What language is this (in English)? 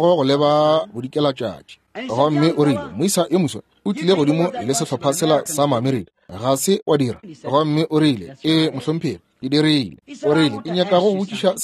Northern Sotho